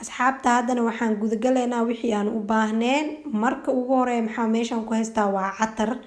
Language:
Somali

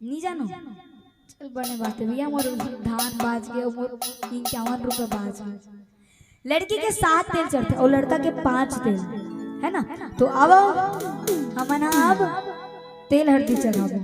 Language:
Chhattisgarhi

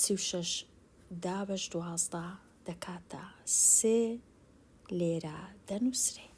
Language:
Central Kurdish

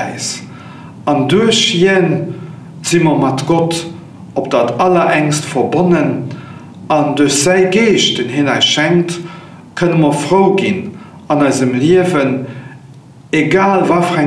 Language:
Luxembourgish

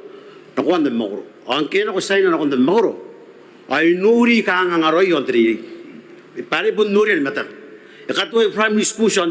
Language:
Gilbertese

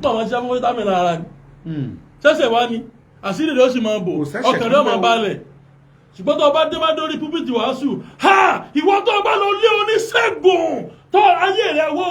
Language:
Yoruba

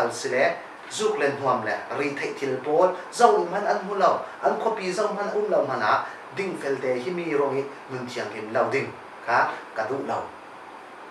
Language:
Falam Chin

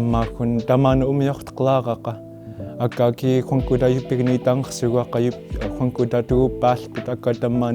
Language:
Central Yupik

